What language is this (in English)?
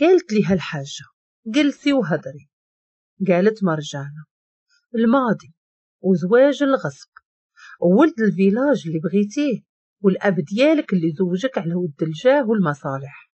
Moroccan Arabic